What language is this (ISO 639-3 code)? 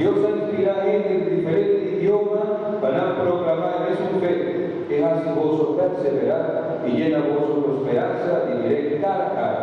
pap